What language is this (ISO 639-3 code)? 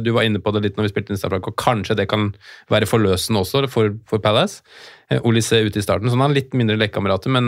nor